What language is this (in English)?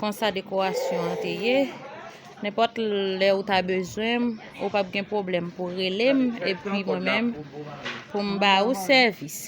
Haitian Creole